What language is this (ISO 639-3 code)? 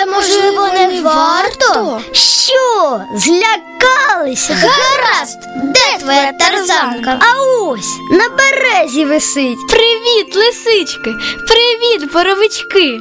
ukr